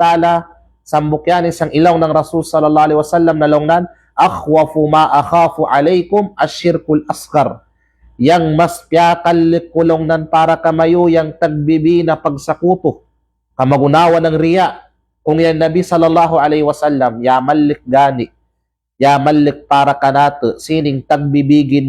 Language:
Kalagan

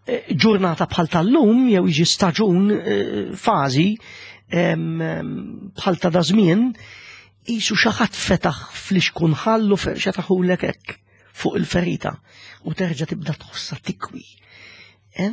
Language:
Maltese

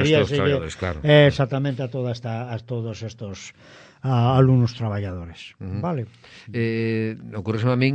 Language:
Galician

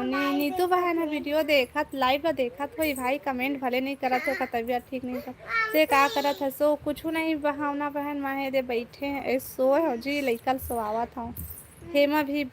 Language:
Chhattisgarhi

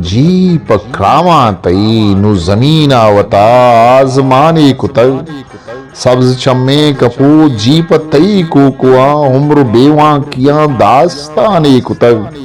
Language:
Eastern Balochi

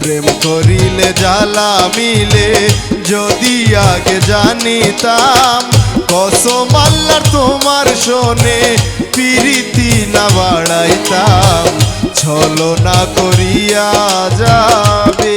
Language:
Sylheti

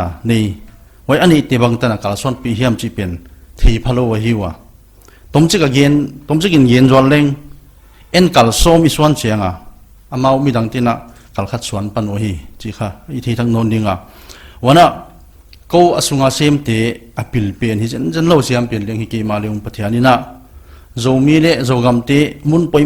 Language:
Paite Chin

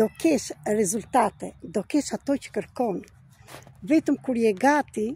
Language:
Albanian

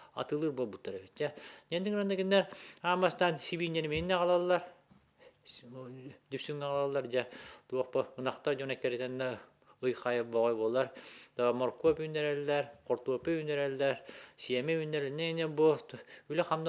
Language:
Yakut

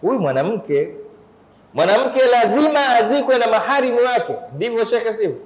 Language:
Swahili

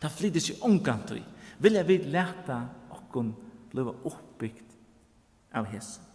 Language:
Faroese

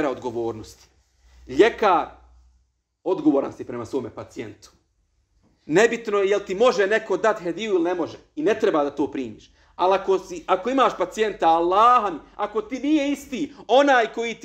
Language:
Bosnian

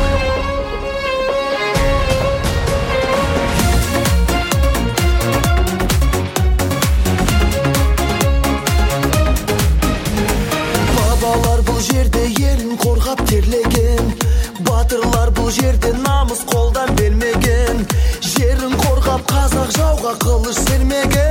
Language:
Kazakh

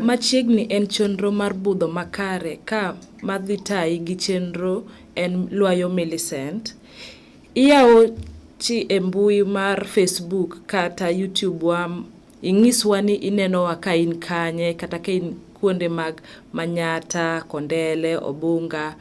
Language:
Luo (Kenya and Tanzania)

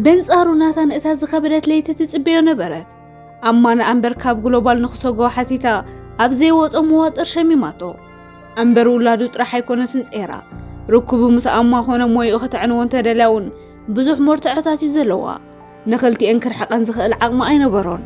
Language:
Tigrinya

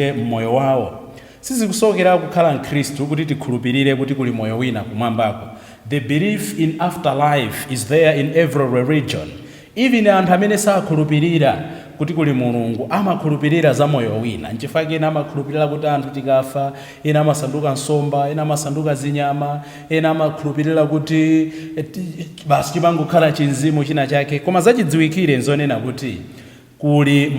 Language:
Nyanja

